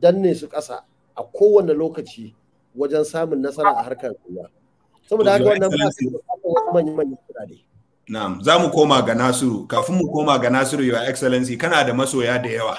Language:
Hausa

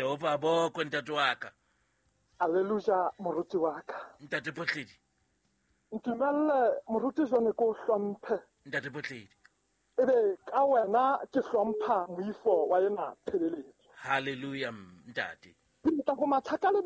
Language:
Southern Sotho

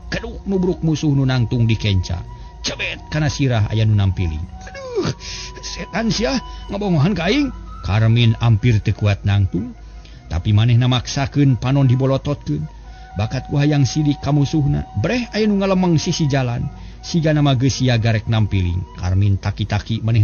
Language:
Sundanese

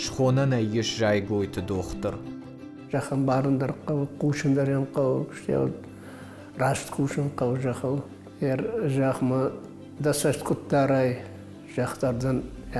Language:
Ossetic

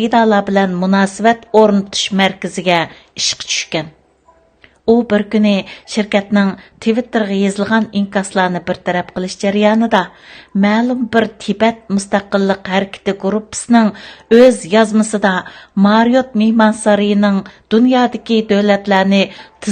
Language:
Uyghur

